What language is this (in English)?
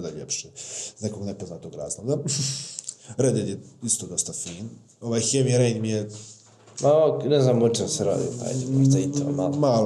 Bosnian